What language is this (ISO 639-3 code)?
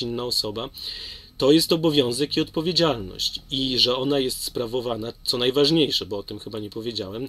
pol